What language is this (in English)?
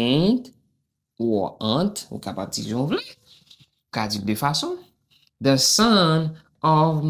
Haitian Creole